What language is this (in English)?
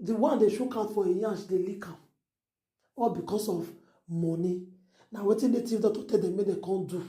Nigerian Pidgin